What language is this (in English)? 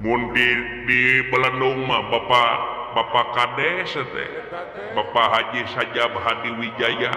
Sundanese